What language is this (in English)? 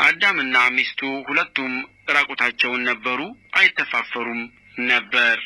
Amharic